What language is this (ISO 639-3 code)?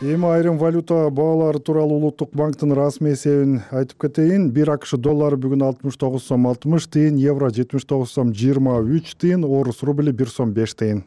kir